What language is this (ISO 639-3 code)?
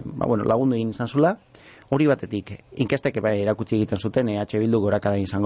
eus